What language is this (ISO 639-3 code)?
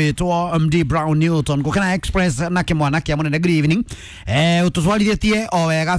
kik